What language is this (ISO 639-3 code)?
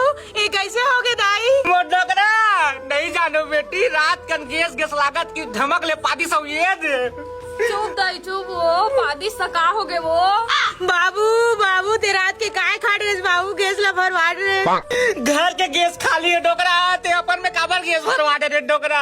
hne